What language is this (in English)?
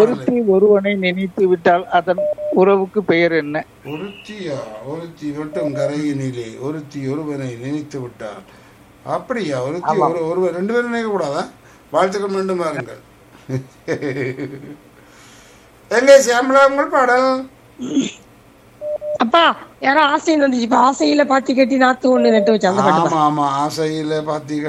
Tamil